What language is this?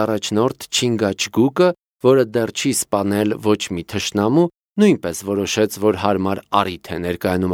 Armenian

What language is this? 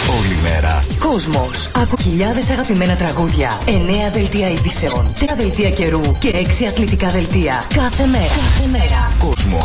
Greek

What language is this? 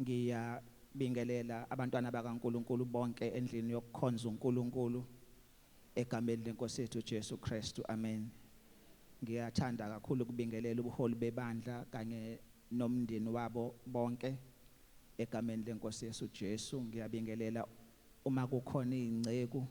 Zulu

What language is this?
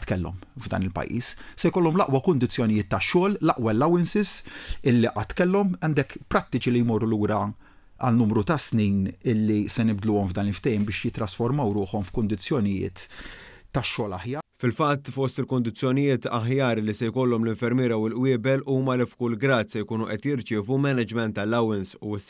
Maltese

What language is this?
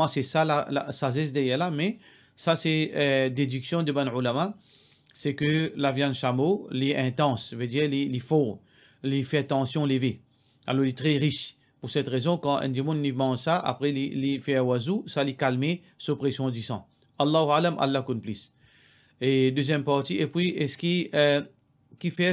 Morisyen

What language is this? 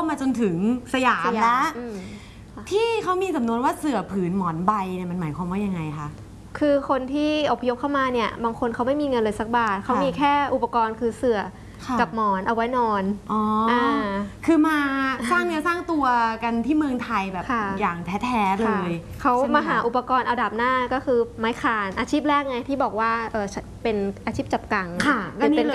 Thai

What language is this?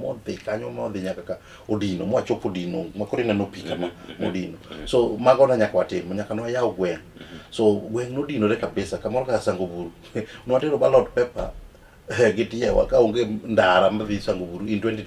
Luo (Kenya and Tanzania)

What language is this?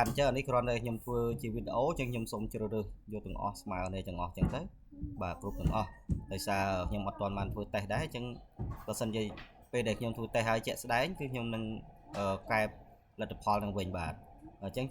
Khmer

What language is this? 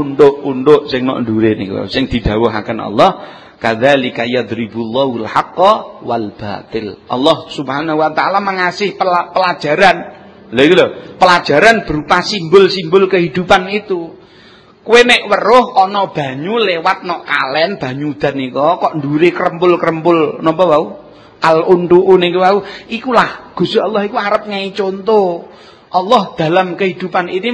Javanese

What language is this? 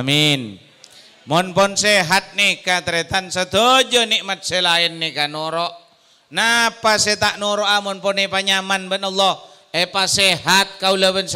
Madurese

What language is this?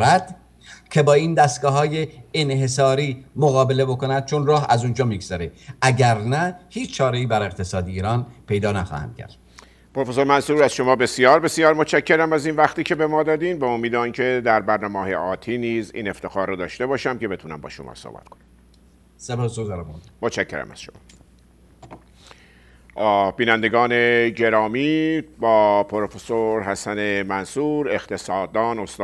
Persian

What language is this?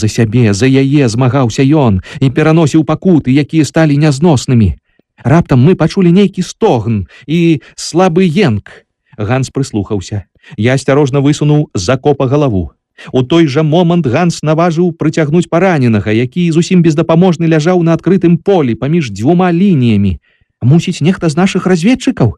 Belarusian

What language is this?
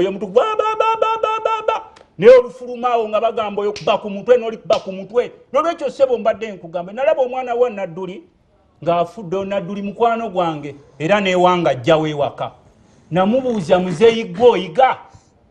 Ganda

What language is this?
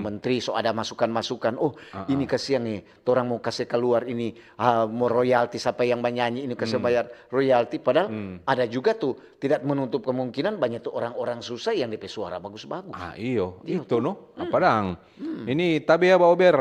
Manado Malay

